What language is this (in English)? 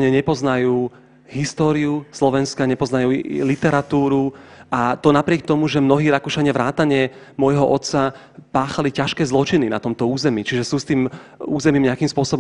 Slovak